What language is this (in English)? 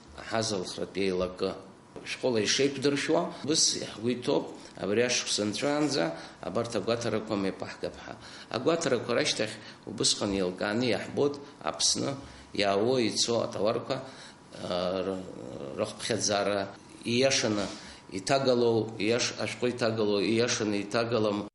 Abkhazian